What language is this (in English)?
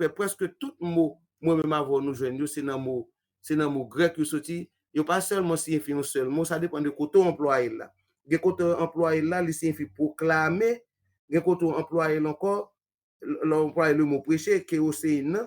Haitian Creole